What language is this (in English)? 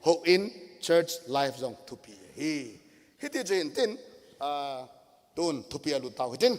Thado Chin